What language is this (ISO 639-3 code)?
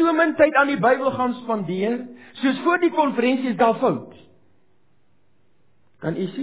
afr